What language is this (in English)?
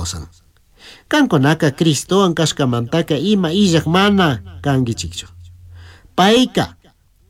Chimborazo Highland Quichua